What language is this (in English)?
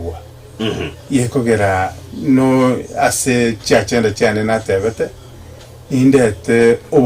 Gusii